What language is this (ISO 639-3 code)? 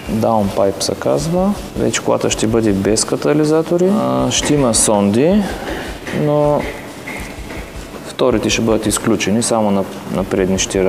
bul